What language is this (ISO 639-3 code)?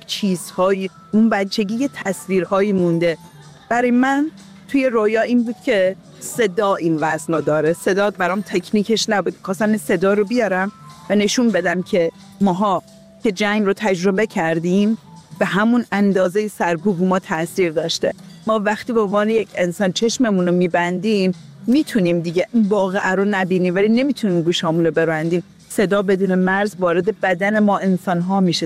fas